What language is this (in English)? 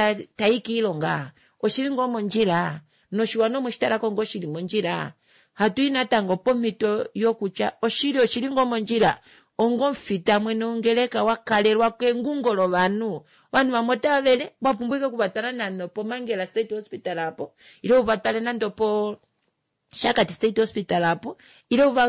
Kuanyama